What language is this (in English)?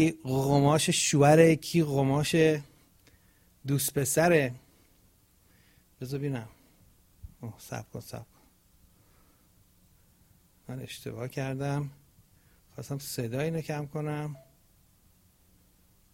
Persian